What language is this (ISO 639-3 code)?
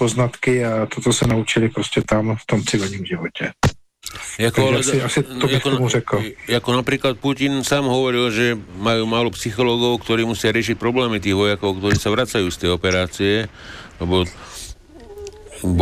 slk